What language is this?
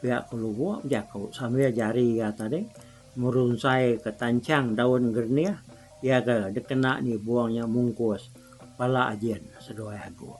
Iban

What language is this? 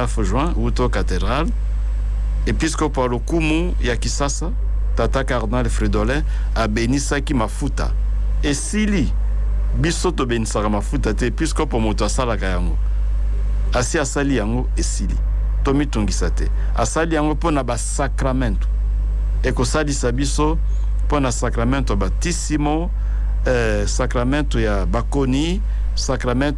Lingala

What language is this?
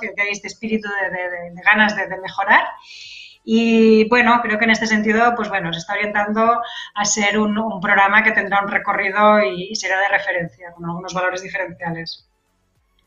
Spanish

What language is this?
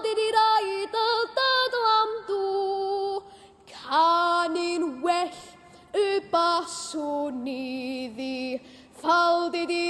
Welsh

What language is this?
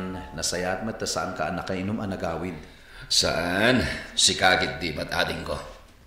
Iloko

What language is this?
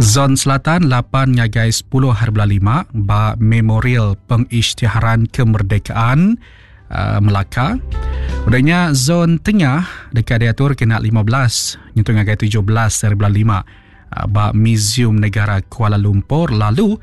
Iban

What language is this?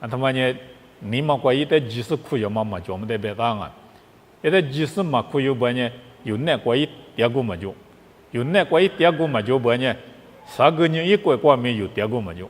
Lisu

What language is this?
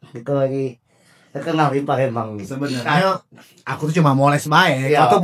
Musi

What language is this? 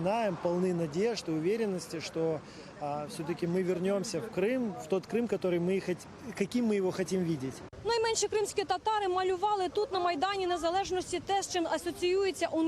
Crimean Tatar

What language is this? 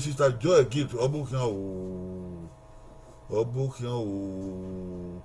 Bini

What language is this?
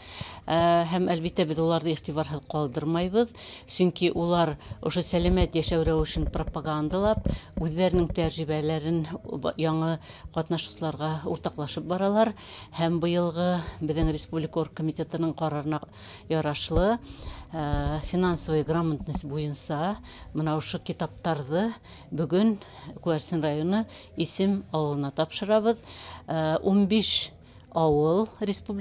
Bashkir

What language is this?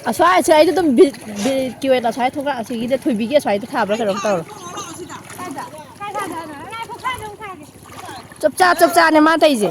Manipuri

